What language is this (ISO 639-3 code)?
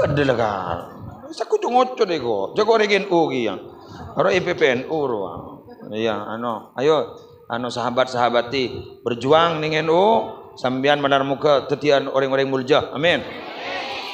mad